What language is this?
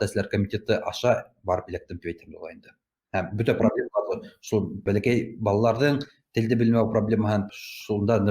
Bashkir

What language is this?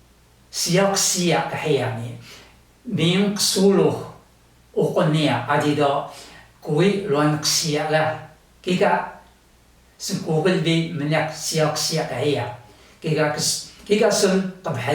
Taroko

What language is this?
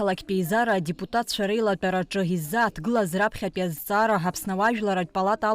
Abkhazian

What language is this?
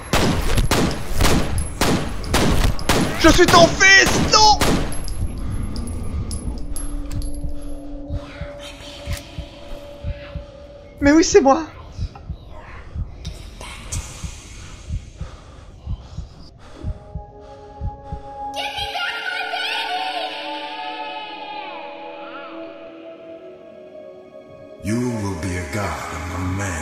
French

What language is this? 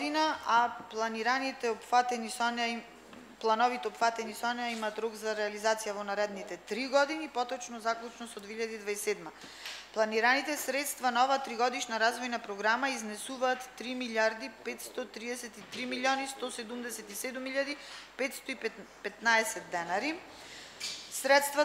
Macedonian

